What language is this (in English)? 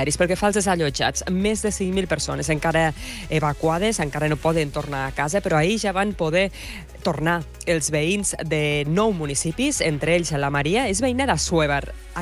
Catalan